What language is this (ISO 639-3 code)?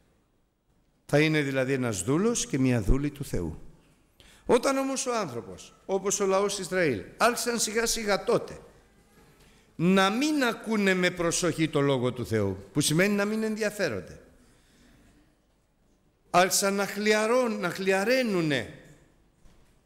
ell